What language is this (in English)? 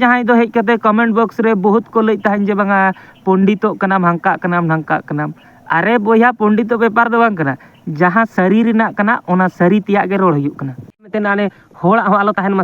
Santali